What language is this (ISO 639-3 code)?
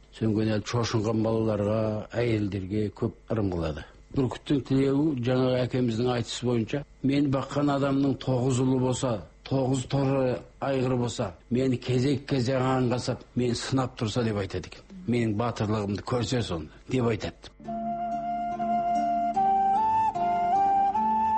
kaz